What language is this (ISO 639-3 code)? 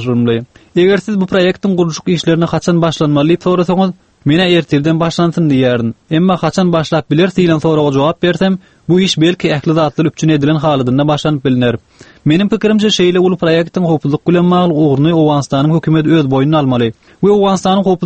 tuk